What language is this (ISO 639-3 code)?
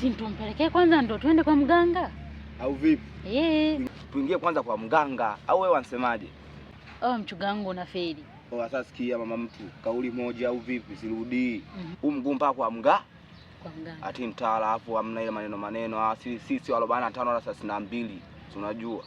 swa